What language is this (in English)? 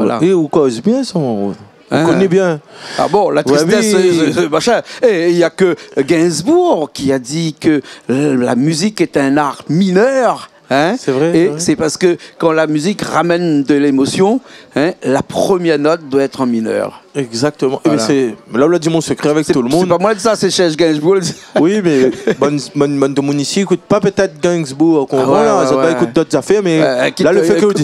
Réunion Creole French